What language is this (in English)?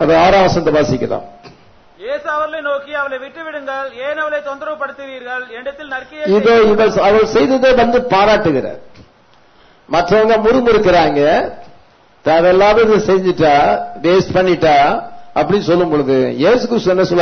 Tamil